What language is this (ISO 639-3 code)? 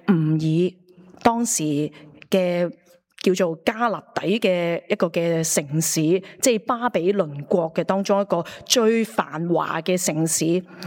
yue